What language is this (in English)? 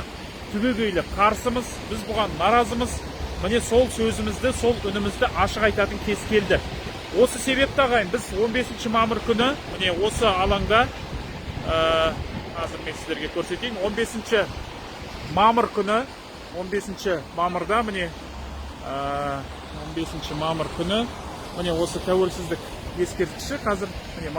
Kazakh